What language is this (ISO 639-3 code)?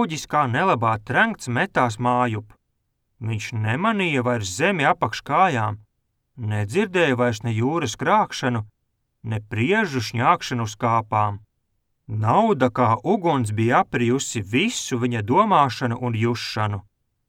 lav